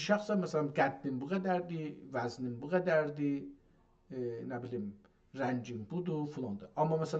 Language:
South Azerbaijani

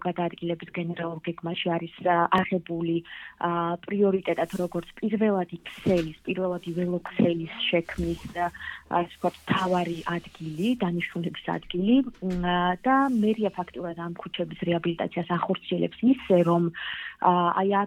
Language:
Georgian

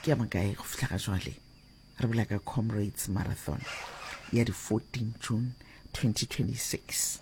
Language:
Northern Sotho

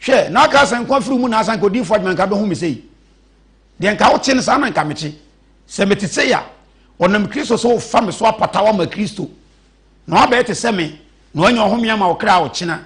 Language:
Akan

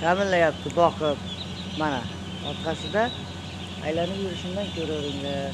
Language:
Uzbek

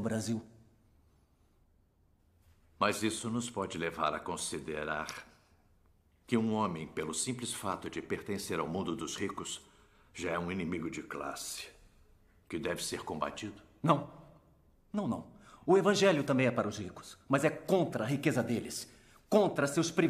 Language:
Portuguese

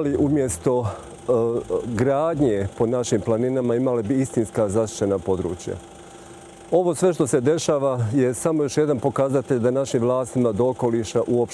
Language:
Bosnian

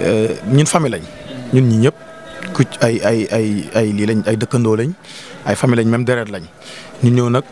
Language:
Wolof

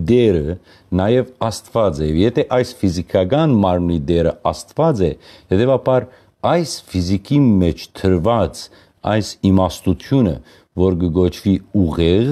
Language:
Western Armenian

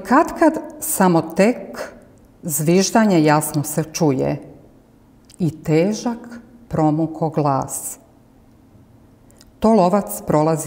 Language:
Croatian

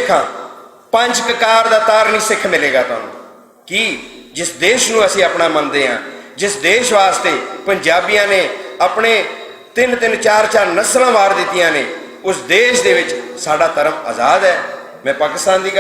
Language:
Western Panjabi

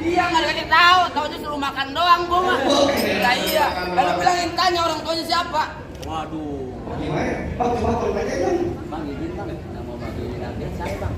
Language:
Betawi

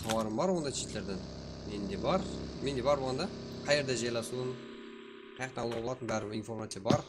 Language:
Kara-Kalpak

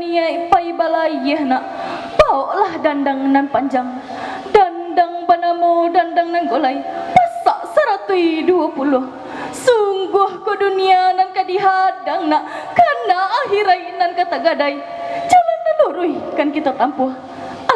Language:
Minangkabau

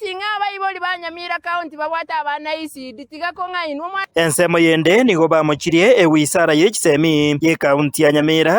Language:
Gusii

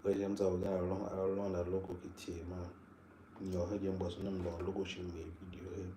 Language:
Tiv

